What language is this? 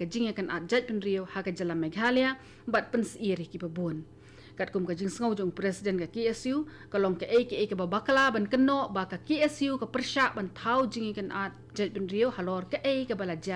Khasi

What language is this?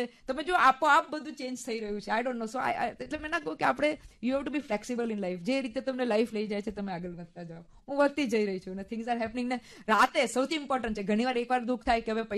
Gujarati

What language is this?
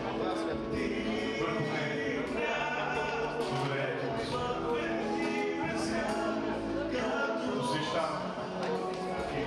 Bulgarian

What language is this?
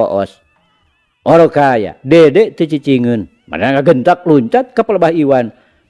Sundanese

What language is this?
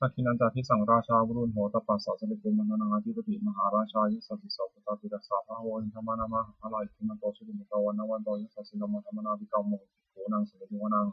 Pali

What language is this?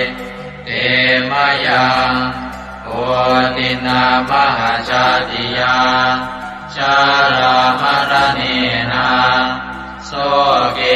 Pali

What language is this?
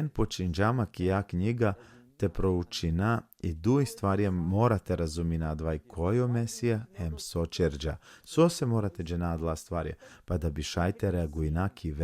Balkan Romani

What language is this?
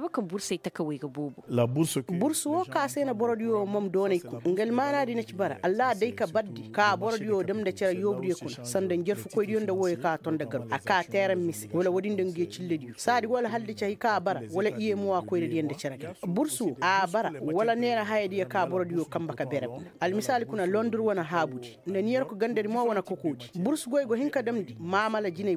Koyraboro Senni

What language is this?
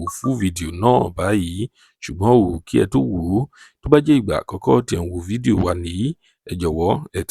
Yoruba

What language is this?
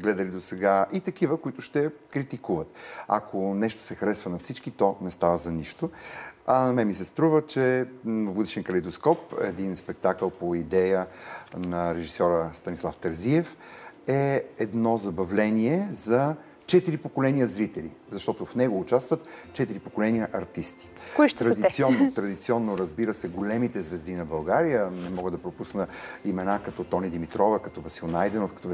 Bulgarian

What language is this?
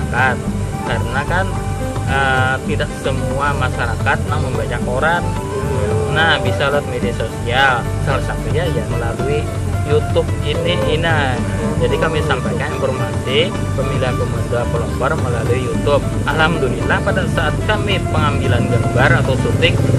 Banjar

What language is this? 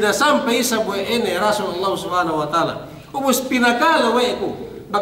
Yakan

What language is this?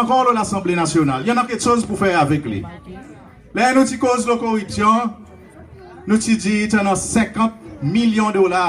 Seselwa Creole French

